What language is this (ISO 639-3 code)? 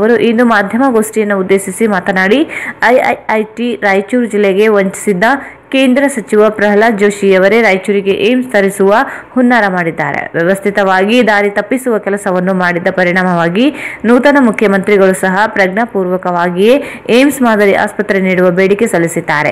kan